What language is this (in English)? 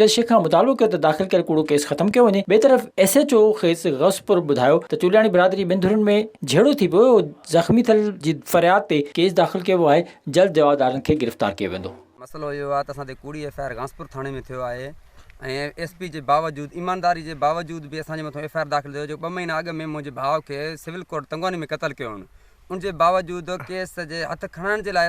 Sindhi